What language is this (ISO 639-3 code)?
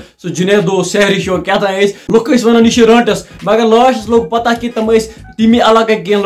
kas